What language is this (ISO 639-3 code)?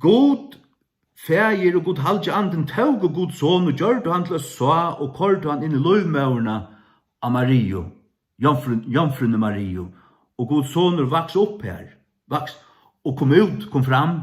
fao